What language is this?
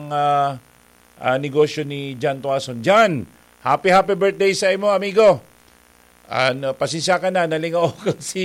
Bikol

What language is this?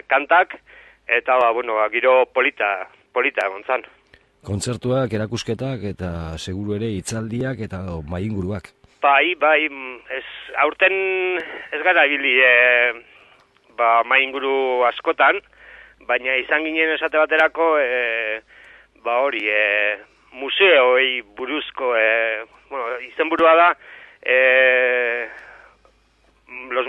Basque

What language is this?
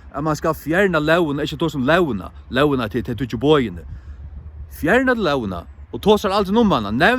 Faroese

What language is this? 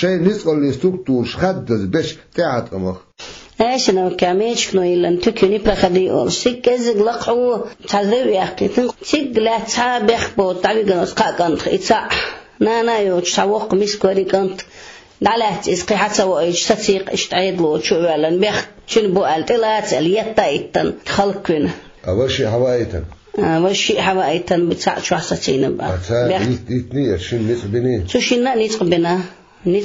Chechen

